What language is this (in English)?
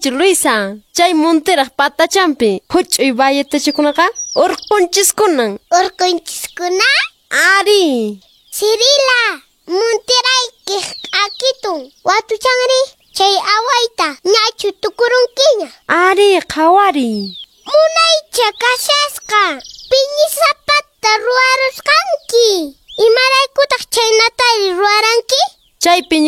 Quechua